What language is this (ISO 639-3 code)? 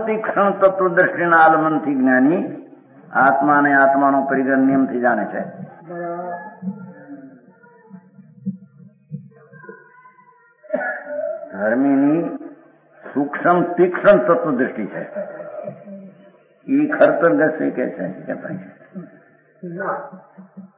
guj